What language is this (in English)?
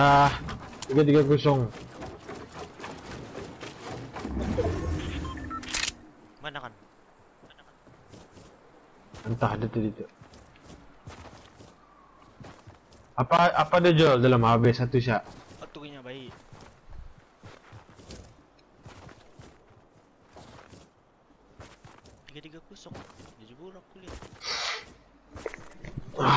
Malay